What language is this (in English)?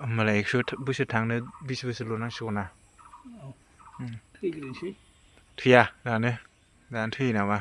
Bodo